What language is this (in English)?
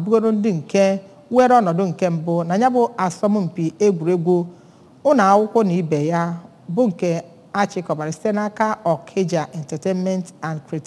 Igbo